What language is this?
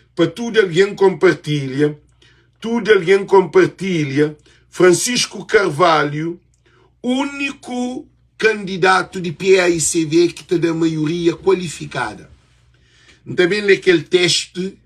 Kabuverdianu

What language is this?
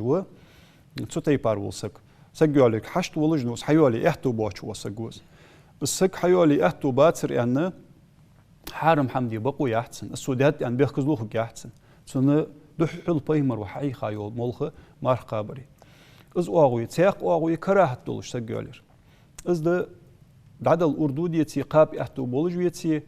Ingush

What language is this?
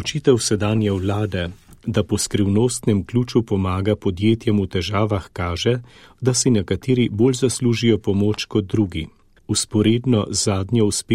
Slovenian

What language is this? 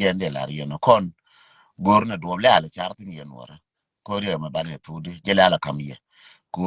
Nuer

